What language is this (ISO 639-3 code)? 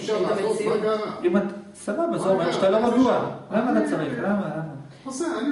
heb